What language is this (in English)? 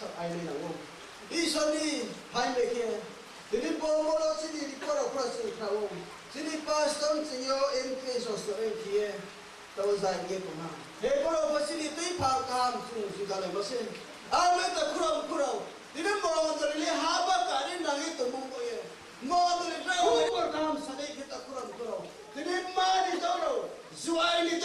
Riang (India)